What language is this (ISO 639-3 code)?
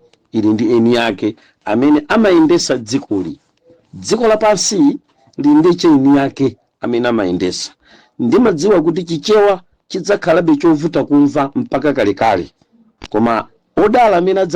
nya